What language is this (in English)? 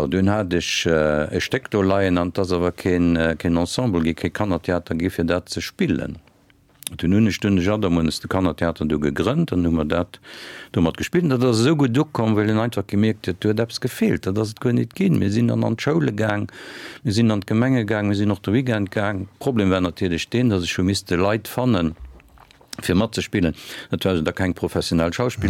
Luxembourgish